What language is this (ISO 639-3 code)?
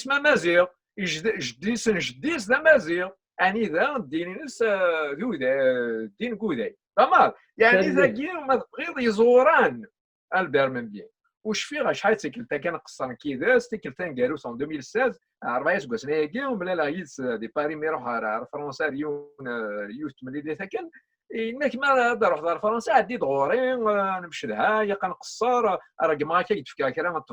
kab